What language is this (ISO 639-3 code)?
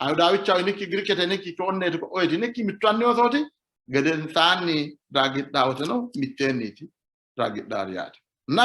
sid